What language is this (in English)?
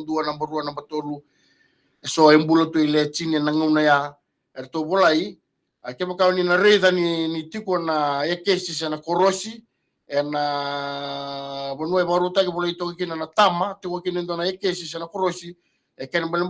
Fijian